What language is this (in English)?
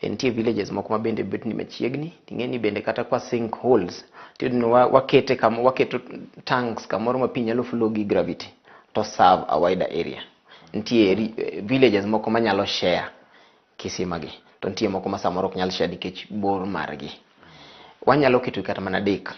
Luo (Kenya and Tanzania)